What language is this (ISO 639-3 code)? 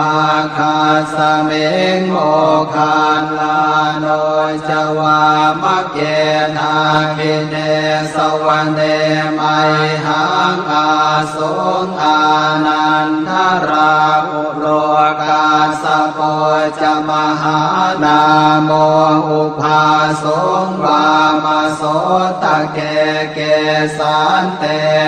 pli